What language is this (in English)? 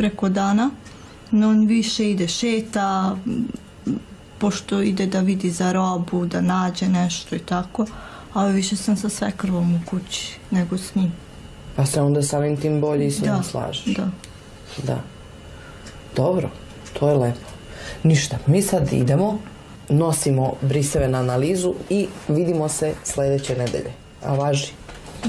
Serbian